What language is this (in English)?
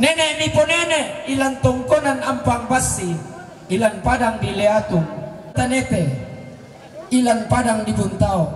Toraja-Sa'dan